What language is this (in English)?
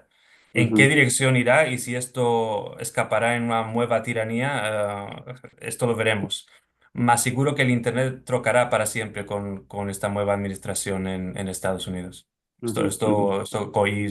Ladino